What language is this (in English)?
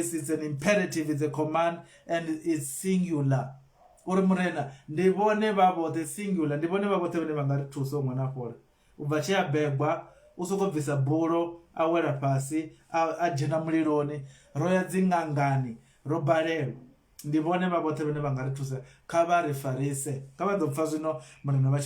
Venda